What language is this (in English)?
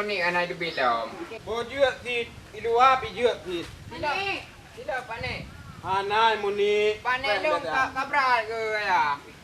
Achinese